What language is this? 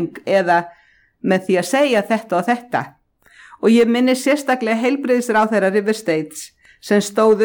Icelandic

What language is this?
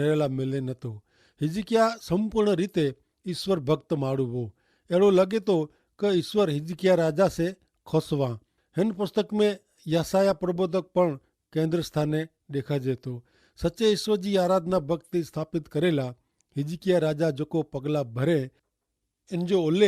Kachhi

